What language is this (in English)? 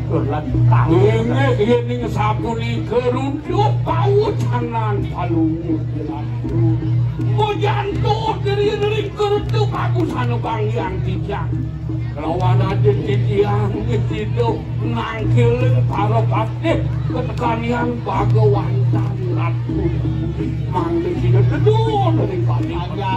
Balinese